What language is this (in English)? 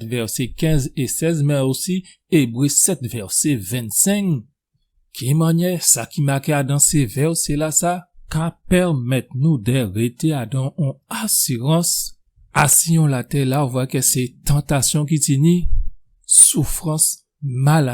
Guadeloupean Creole French